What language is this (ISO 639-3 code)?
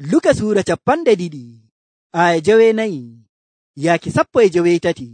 fuv